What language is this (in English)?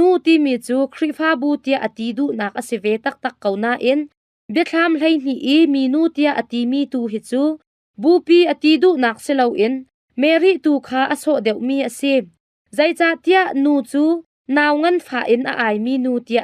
Hakha Chin